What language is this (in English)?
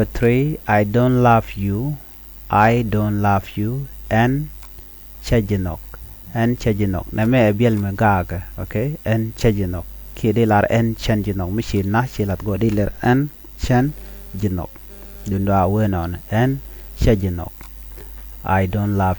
Nuer